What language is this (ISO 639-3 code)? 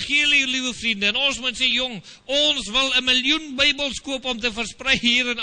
afr